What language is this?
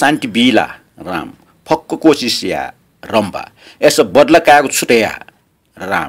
Newari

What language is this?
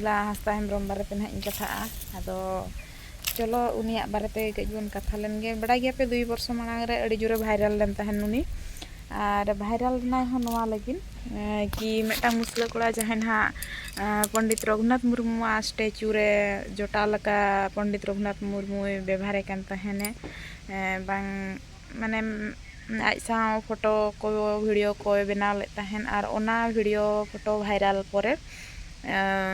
Santali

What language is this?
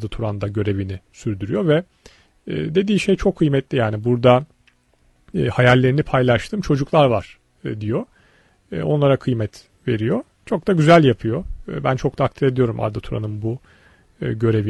Turkish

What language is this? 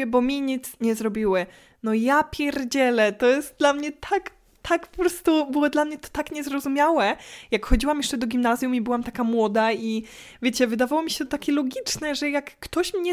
Polish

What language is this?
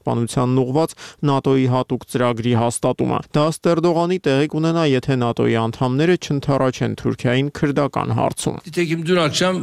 Armenian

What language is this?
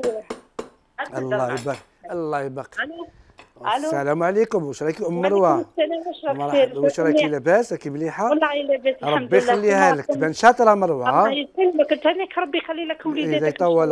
Algerian Arabic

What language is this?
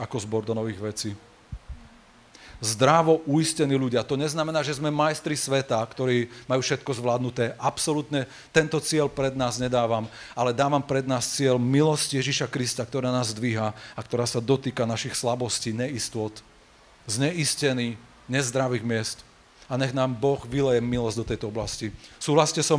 Slovak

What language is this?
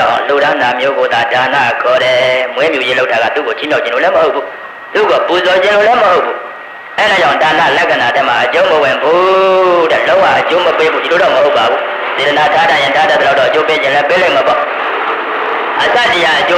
Burmese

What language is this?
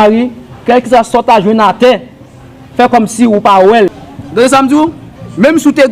Haitian Creole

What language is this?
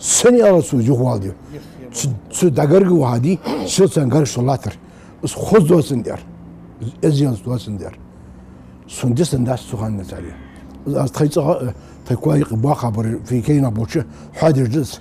Ingush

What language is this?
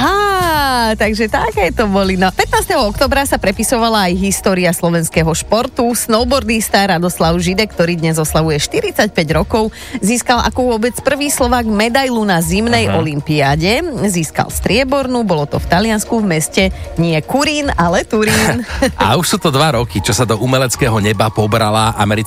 Slovak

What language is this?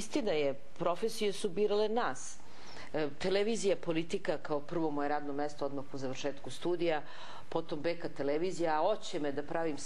Serbian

